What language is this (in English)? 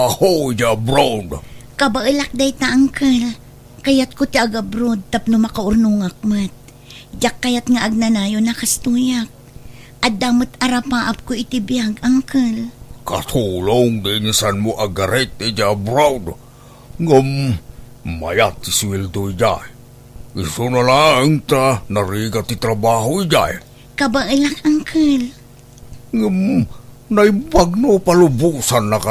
Iloko